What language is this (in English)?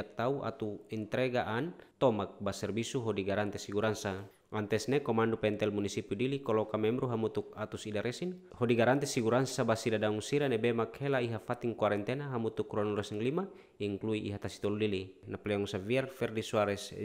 Tetum